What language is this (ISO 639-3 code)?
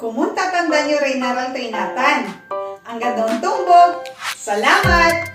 pag